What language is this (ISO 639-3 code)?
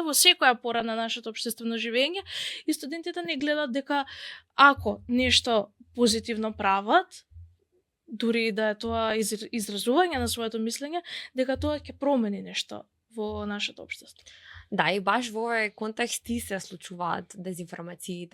mkd